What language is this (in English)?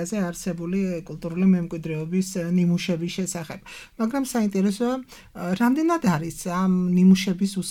Georgian